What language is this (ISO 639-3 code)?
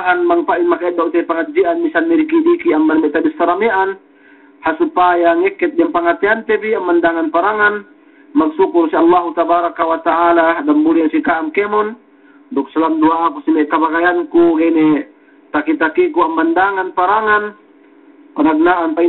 yka